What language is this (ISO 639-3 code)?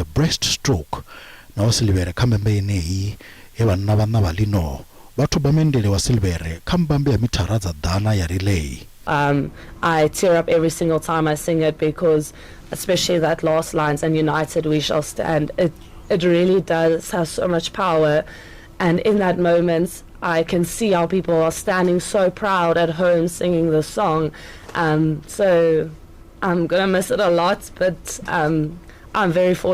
ven